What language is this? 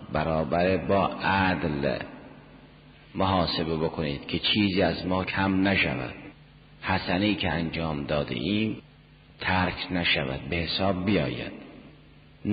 Persian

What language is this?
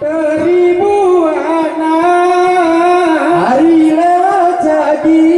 Gayo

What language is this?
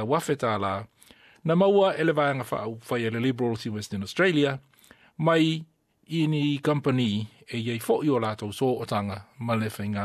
Samoan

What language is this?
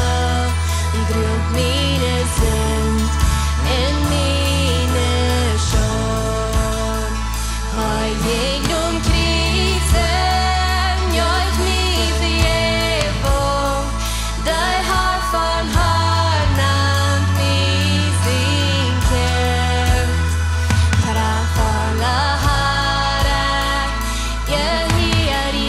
Plautdietsch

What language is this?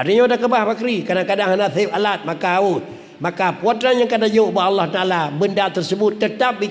Achinese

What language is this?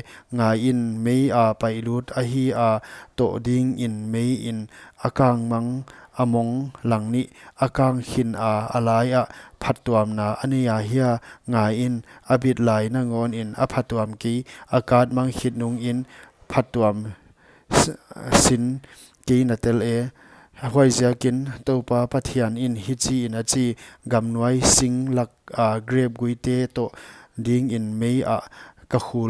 Paite Chin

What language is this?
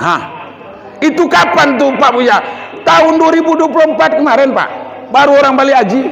Minangkabau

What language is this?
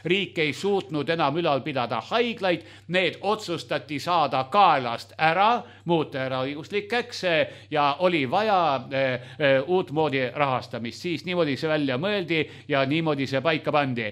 Estonian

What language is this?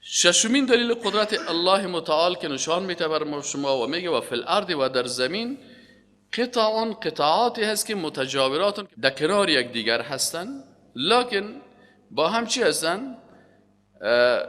Persian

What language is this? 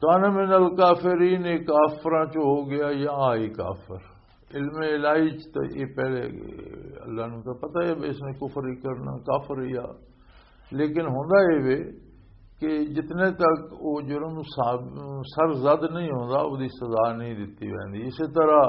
Western Panjabi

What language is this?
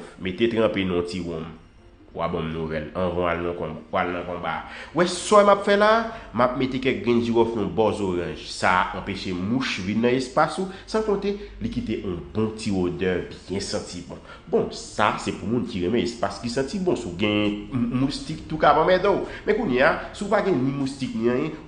Haitian Creole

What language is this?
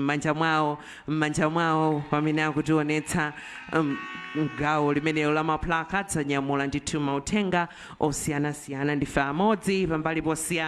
Nyanja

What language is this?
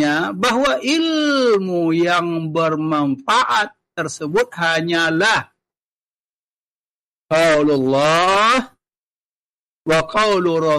Malay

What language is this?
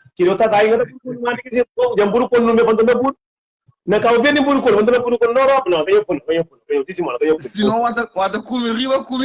Kabuverdianu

